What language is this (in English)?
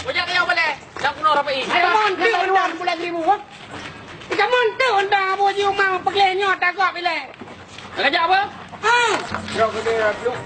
Achinese